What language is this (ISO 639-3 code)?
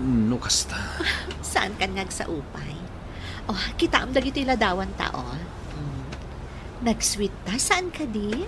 ilo